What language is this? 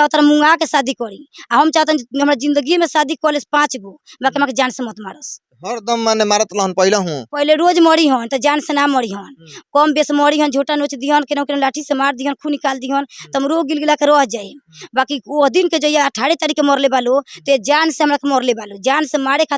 Bhojpuri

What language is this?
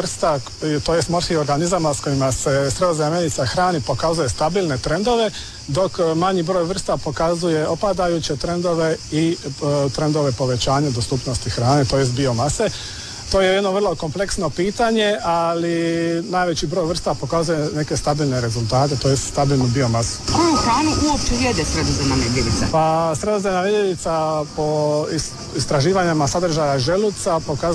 Croatian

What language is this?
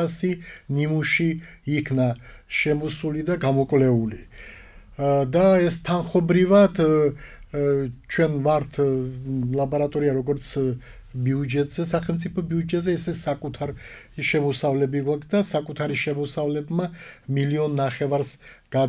Georgian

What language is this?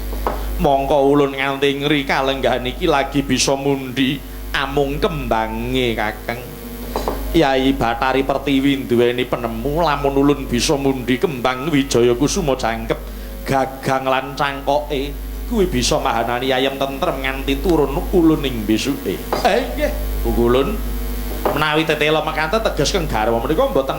Javanese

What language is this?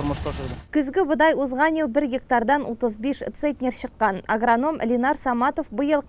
Tatar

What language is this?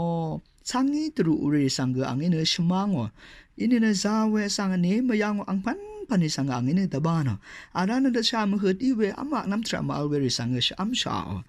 Rawang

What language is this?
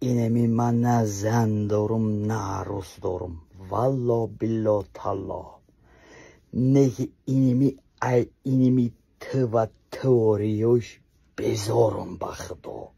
Tajik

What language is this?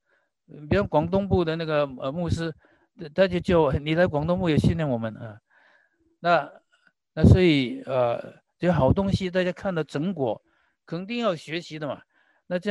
Chinese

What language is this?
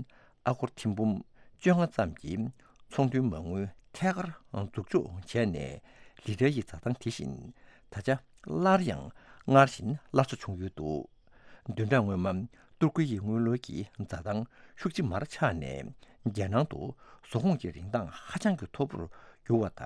Tibetan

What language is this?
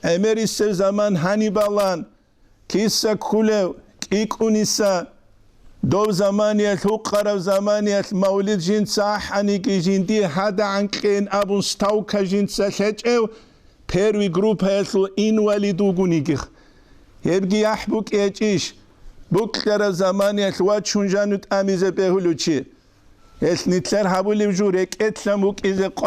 Avaric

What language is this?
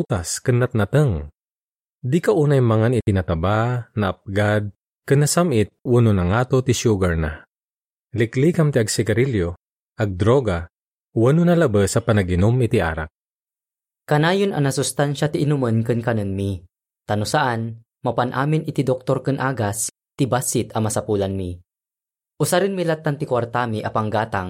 Iloko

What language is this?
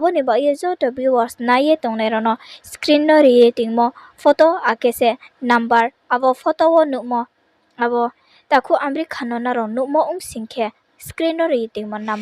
Riang (India)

